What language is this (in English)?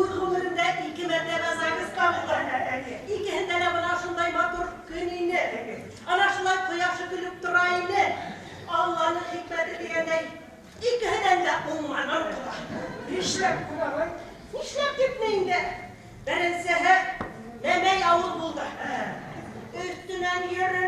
Bashkir